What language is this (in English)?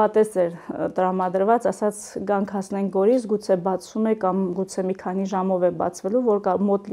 Armenian